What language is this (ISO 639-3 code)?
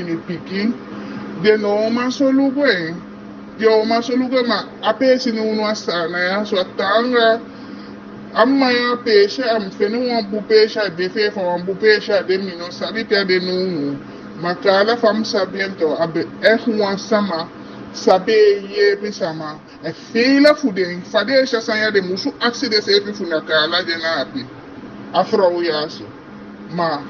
djk